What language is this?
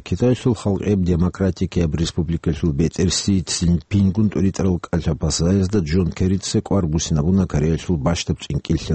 Avaric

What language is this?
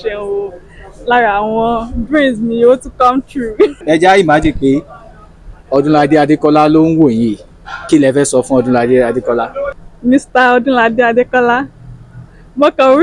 Yoruba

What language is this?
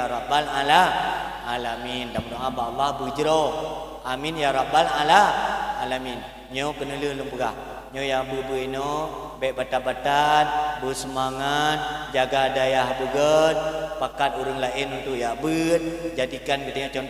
Achinese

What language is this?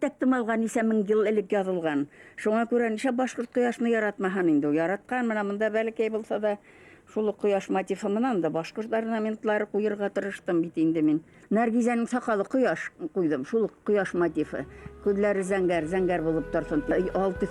Bashkir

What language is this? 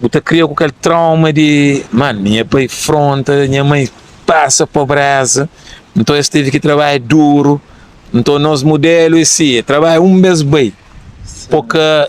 Kabuverdianu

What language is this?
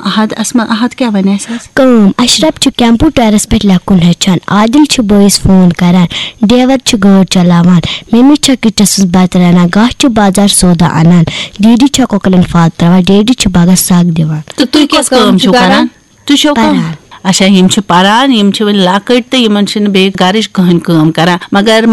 Kashmiri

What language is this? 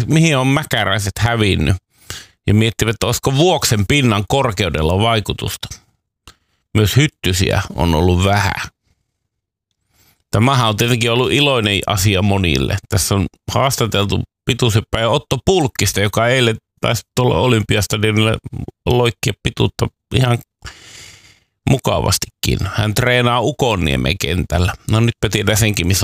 Finnish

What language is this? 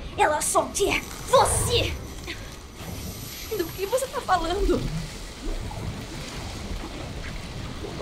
Portuguese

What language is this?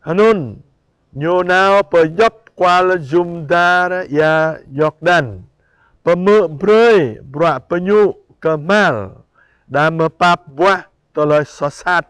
Jarai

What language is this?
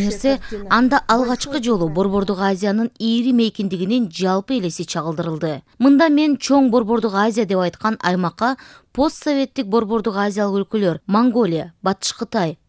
Kyrgyz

